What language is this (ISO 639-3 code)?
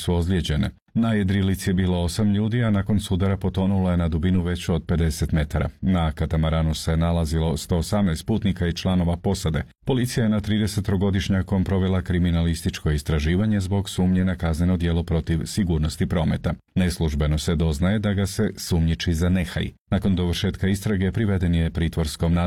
hrv